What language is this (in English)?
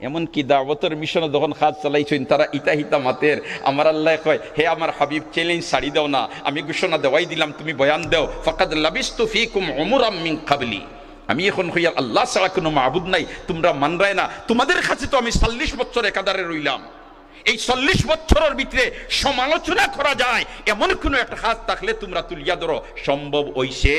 Sylheti